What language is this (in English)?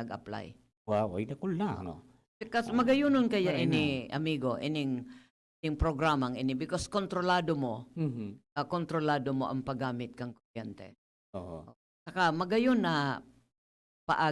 Bikol